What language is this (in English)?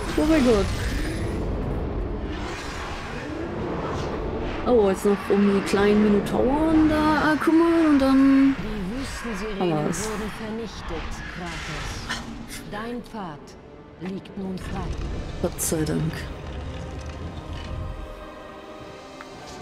German